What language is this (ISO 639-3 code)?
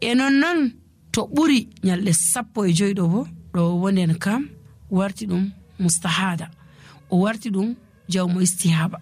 fuv